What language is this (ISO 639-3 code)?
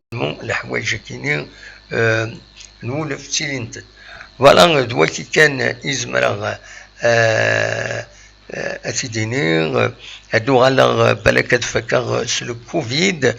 kab